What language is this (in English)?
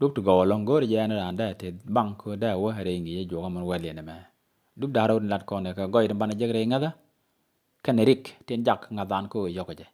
Nuer